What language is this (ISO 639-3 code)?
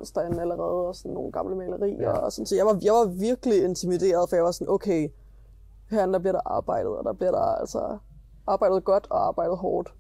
dan